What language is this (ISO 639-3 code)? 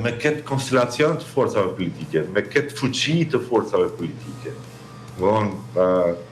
sqi